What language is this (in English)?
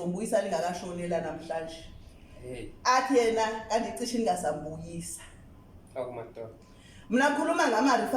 Zulu